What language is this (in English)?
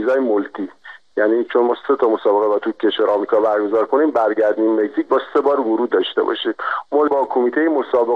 Persian